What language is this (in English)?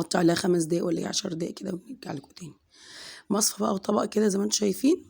Egyptian Arabic